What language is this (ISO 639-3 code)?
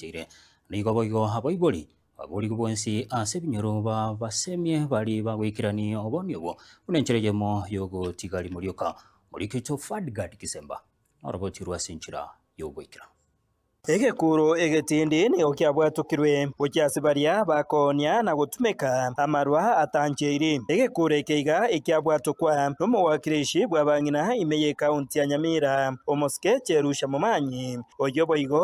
guz